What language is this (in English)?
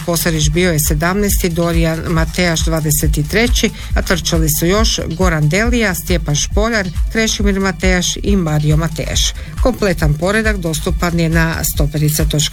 Croatian